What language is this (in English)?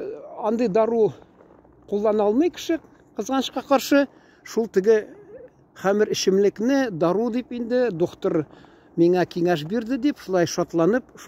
Tatar